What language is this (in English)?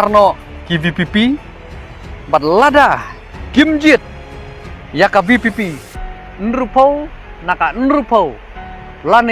Khasi